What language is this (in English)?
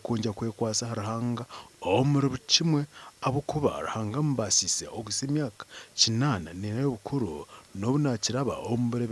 Nyankole